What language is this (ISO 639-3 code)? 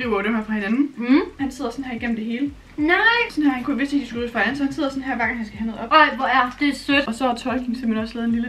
dan